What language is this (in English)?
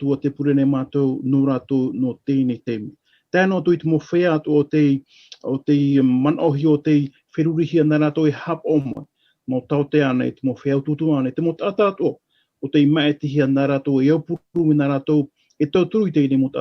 Tahitian